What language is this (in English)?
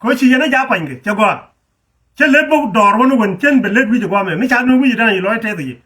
Nuer